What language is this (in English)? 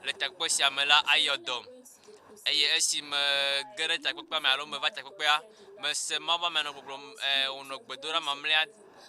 Ewe